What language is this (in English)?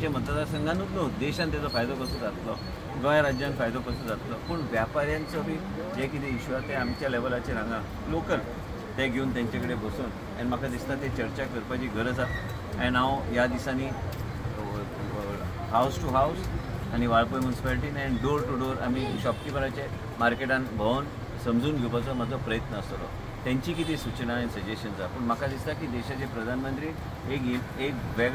Konkani